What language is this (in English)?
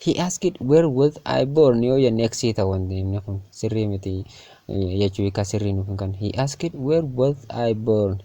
Oromo